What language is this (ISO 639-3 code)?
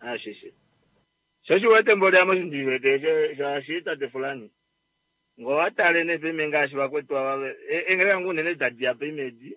kua